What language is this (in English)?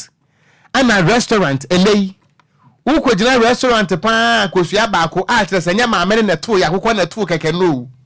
Akan